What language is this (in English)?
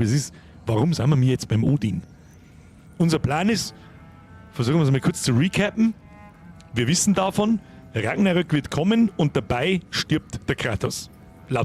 Bavarian